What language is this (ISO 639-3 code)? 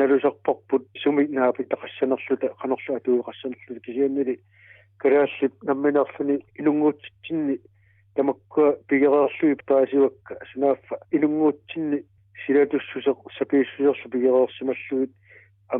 kal